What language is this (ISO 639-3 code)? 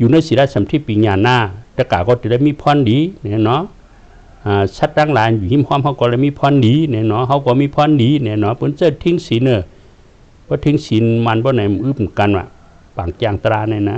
shn